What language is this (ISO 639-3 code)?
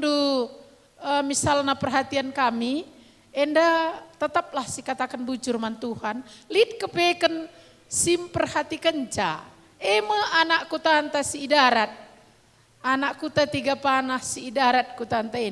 btx